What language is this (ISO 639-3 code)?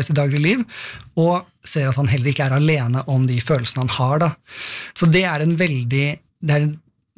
nor